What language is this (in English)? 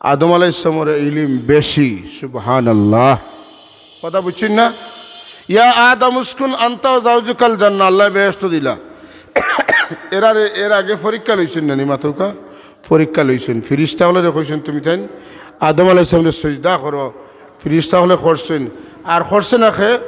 Sylheti